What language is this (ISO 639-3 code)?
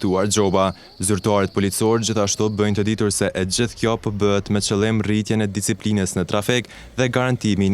sqi